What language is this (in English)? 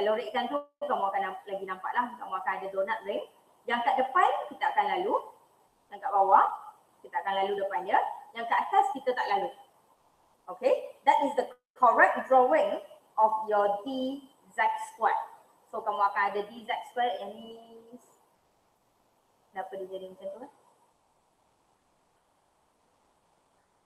Malay